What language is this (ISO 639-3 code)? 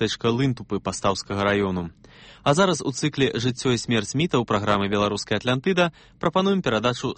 bel